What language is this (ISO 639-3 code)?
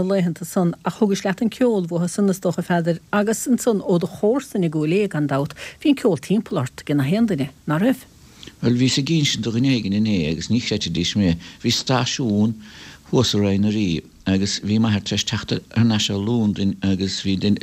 gle